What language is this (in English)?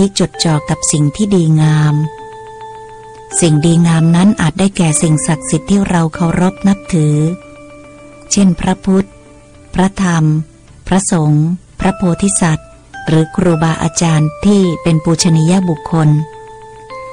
Thai